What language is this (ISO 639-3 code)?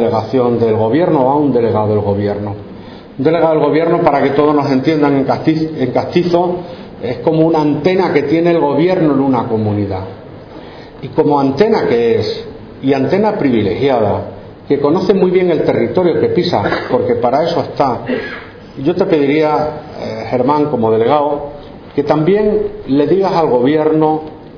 spa